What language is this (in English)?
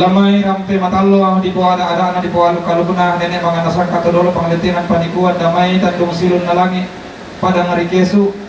Toraja-Sa'dan